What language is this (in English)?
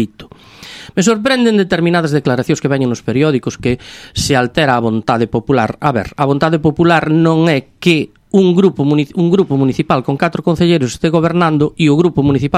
Galician